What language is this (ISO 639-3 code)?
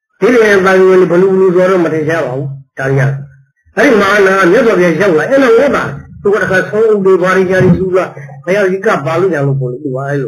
mya